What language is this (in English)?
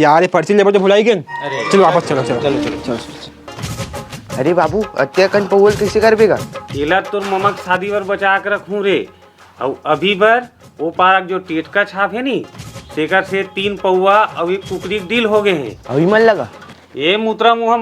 Chhattisgarhi